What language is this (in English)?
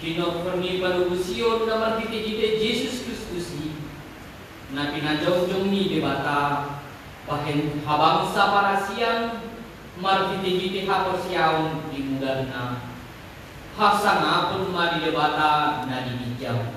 Batak Toba